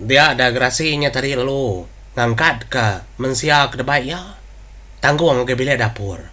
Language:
Iban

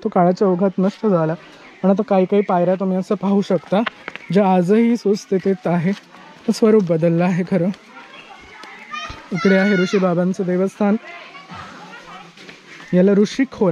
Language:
Marathi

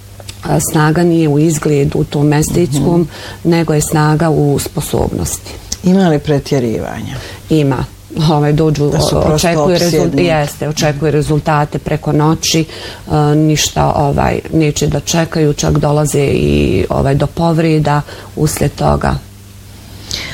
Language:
Bosnian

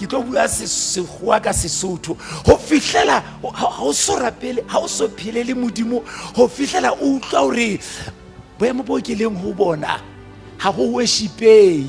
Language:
Southern Sotho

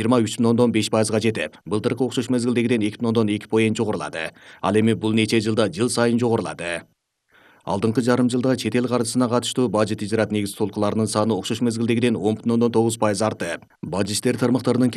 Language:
Kyrgyz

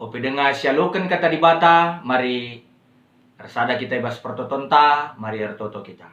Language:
Batak Karo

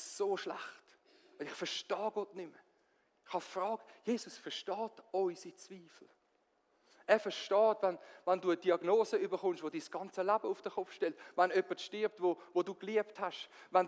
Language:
Swiss German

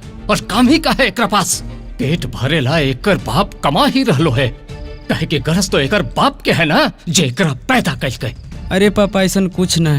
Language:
Magahi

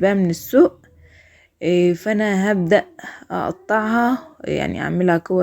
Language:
Egyptian Arabic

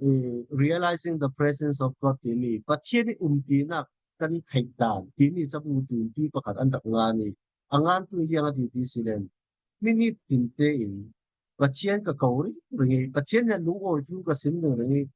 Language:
Falam Chin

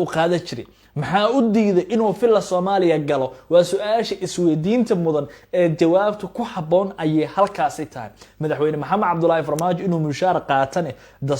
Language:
Somali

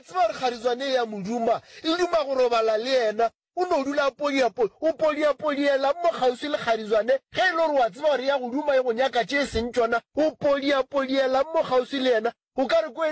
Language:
Northern Sotho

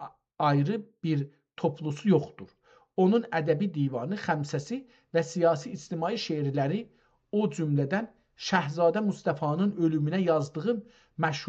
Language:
South Azerbaijani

